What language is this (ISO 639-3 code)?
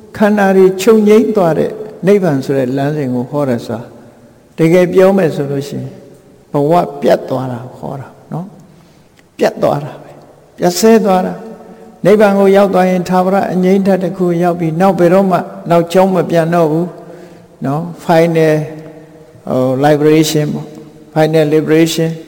mya